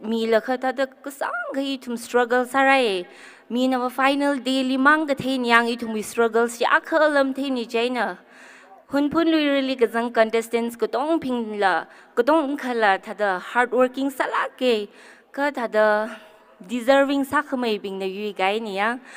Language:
Tangkhul Naga (India)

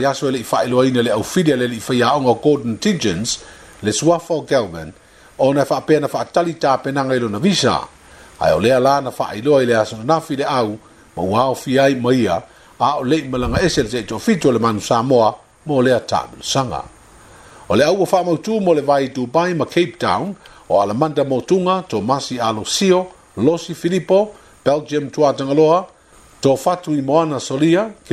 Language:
Samoan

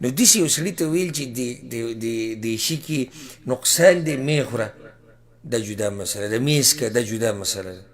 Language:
Pashto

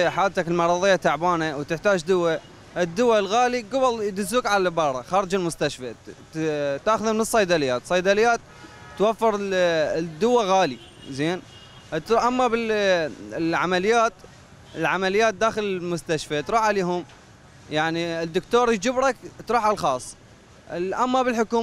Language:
Mesopotamian Arabic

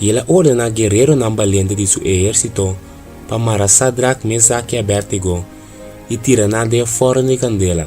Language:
Papiamento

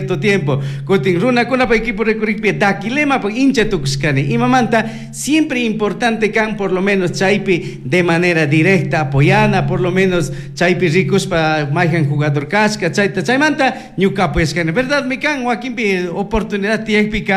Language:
Chimborazo Highland Quichua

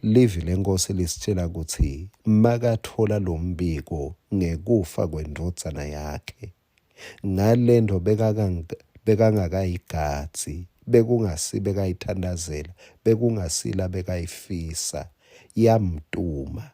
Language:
Swati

